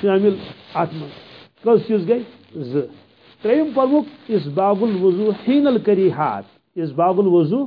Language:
Kashmiri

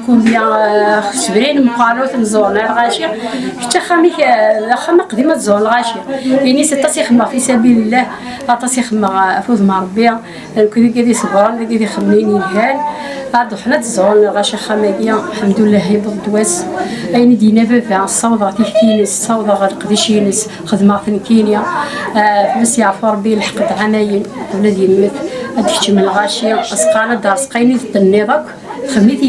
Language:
Kabyle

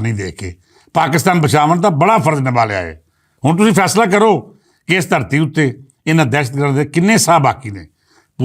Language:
Western Panjabi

